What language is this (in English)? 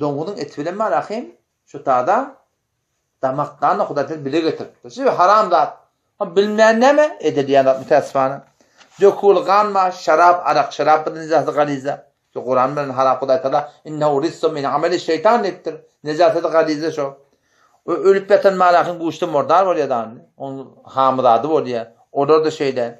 Turkmen